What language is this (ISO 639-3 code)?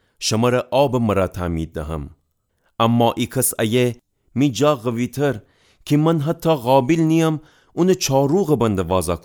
glk